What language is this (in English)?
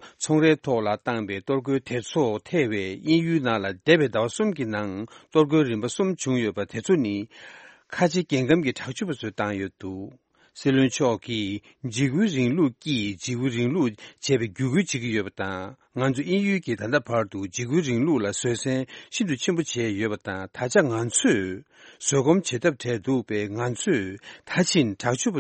Tibetan